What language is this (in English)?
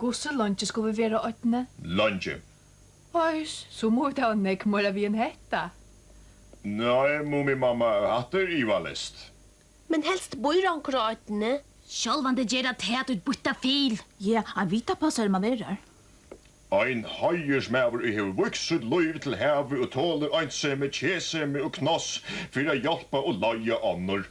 Faroese